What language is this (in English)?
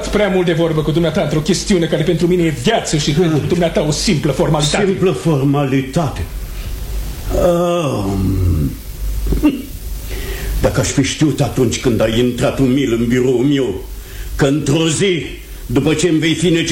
Romanian